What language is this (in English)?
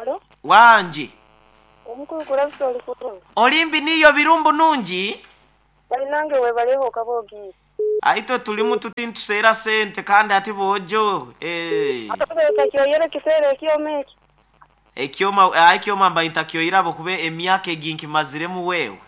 Nyoro